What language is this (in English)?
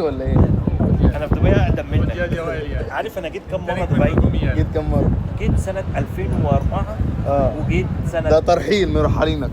Egyptian Arabic